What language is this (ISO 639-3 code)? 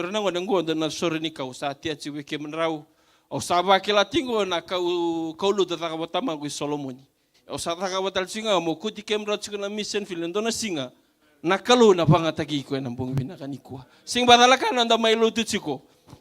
fij